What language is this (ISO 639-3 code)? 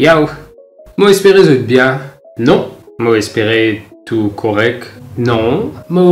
mfe